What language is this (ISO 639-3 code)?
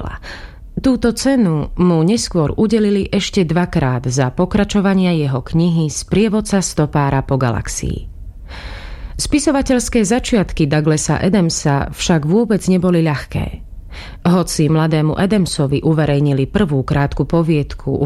slk